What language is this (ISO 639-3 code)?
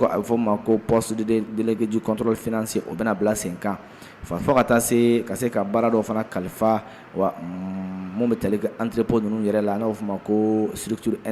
bam